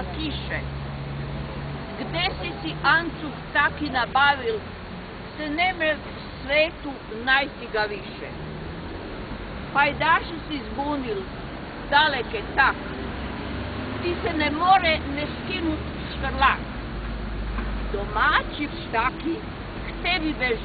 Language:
Croatian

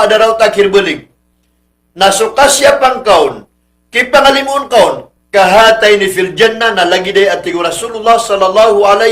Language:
Maranao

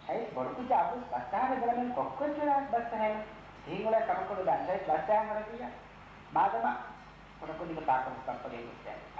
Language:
Divehi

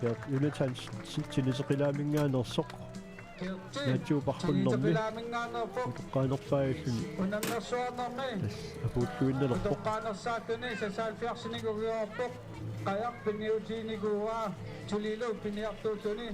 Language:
Kalaallisut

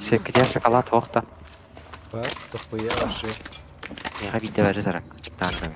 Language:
Yakut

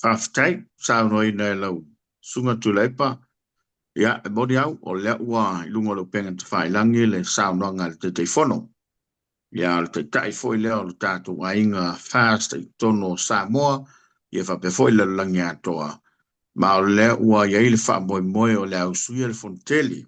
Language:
Samoan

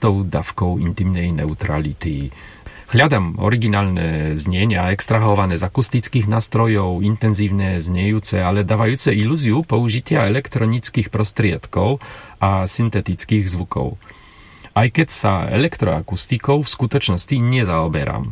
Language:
Slovak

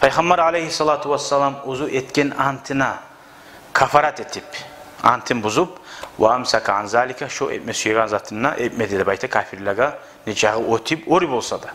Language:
Kumyk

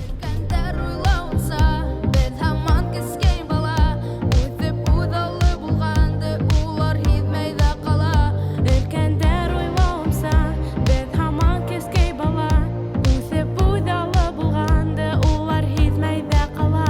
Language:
Bashkir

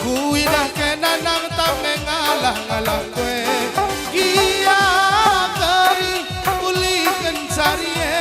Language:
Batak Karo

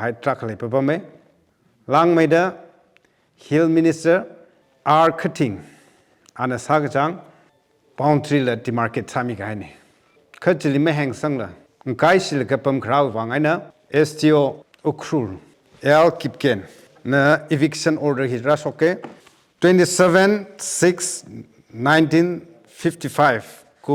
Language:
Tangkhul Naga (India)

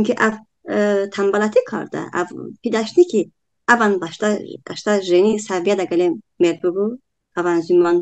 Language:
Talysh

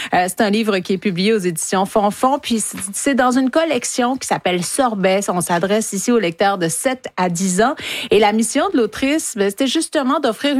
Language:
French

